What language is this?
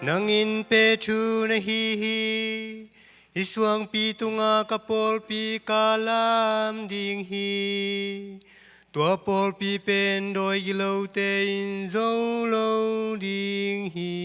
Tedim Chin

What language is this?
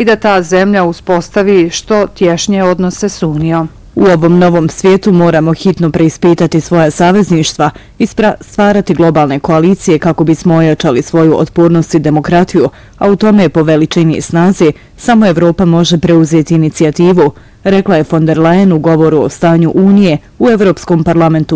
Bosnian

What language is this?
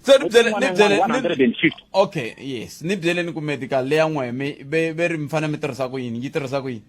Tsonga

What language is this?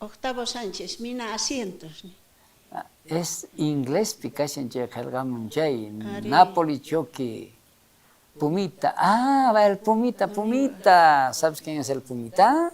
South Bolivian Quechua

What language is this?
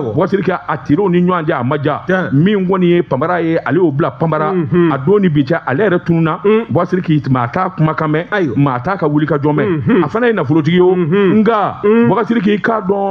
Bambara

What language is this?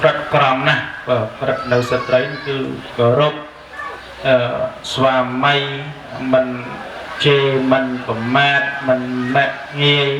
Khmer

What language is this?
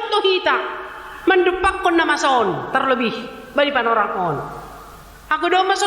Batak Simalungun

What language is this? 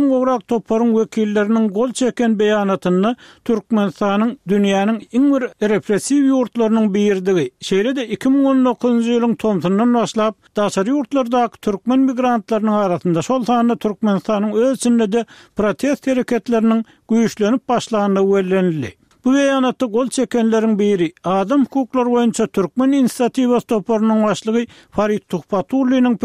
Turkmen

